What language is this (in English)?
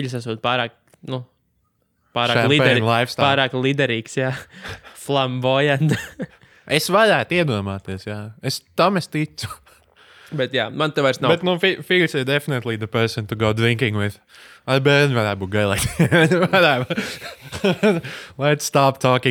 Latvian